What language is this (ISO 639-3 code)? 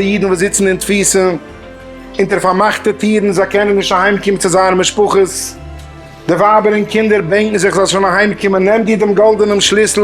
yid